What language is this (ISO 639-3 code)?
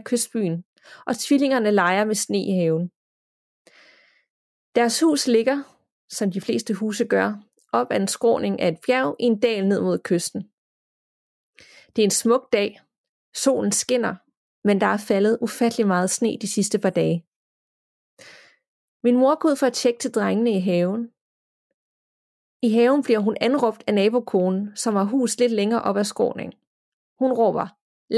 dan